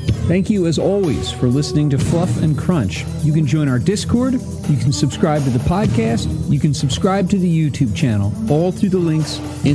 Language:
English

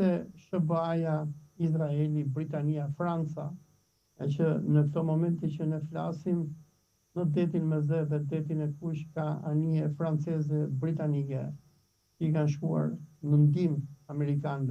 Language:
Albanian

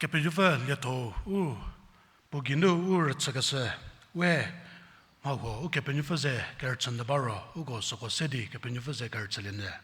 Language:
Angami Naga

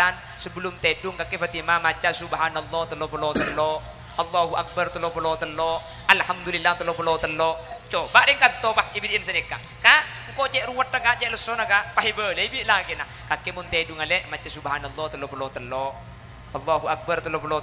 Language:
Madurese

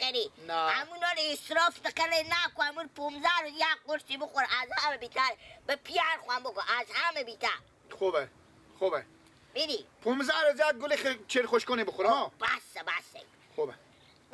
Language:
Persian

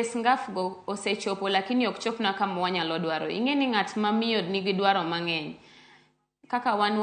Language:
Luo (Kenya and Tanzania)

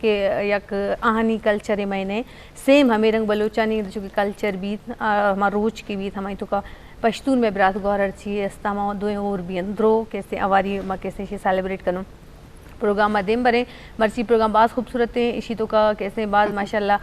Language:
Eastern Balochi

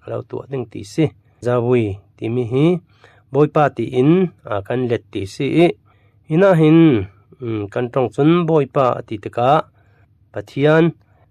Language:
Falam Chin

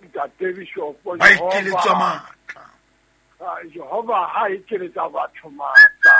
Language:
Southern Sotho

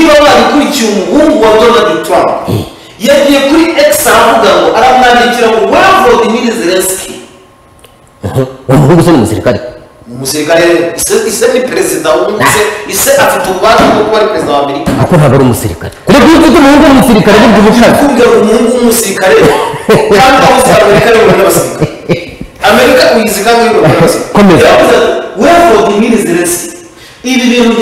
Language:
Kinyarwanda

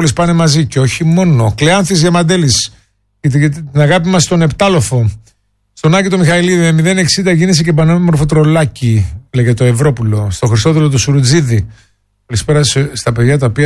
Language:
Greek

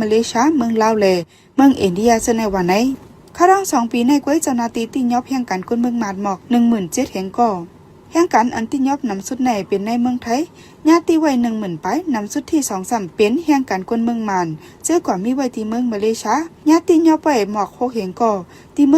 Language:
Shan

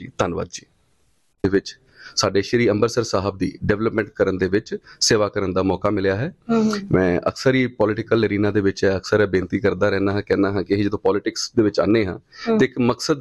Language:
Punjabi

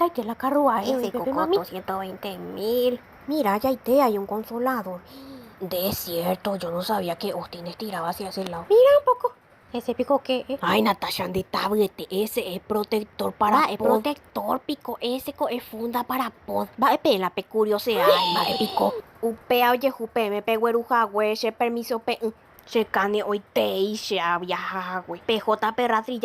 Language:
Guarani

